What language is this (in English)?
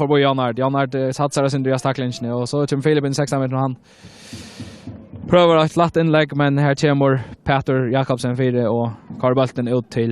Faroese